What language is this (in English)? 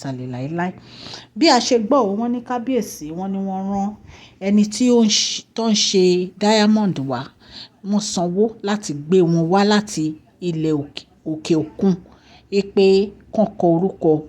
Yoruba